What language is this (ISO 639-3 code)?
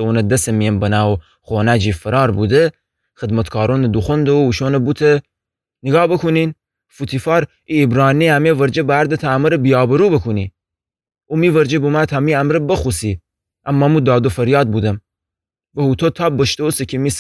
glk